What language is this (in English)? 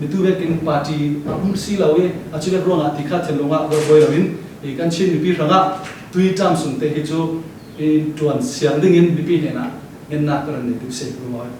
Falam Chin